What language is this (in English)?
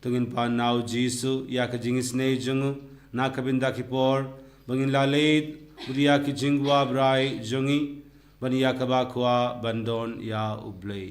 Khasi